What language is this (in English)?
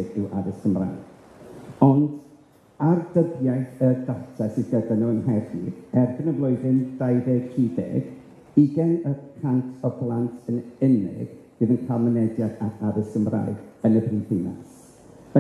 Welsh